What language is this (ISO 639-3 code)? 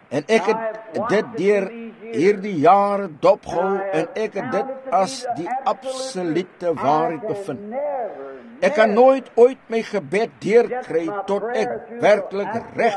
afr